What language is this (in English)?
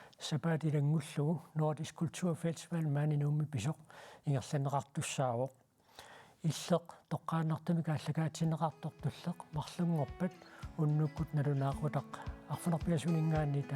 Kalaallisut